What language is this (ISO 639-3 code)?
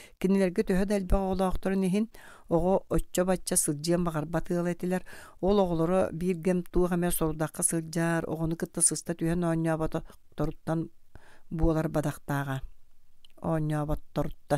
sah